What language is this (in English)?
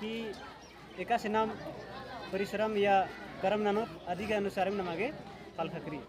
Kurukh